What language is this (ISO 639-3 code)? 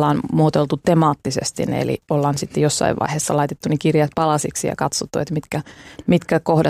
fin